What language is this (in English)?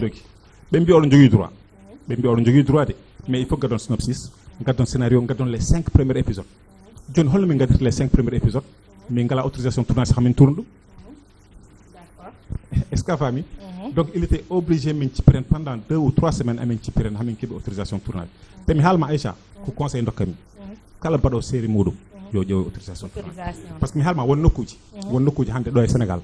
Fula